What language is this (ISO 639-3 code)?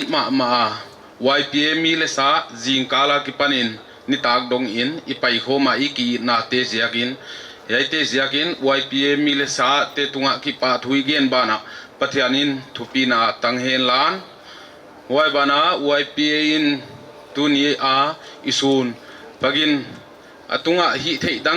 pck